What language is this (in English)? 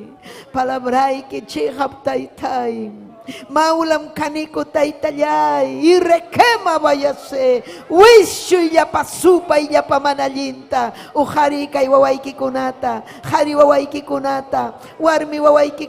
Ayacucho Quechua